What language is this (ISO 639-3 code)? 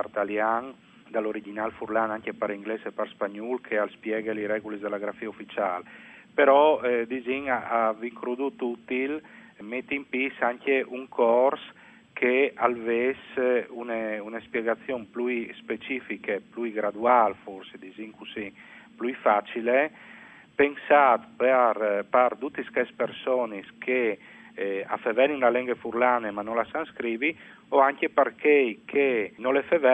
fur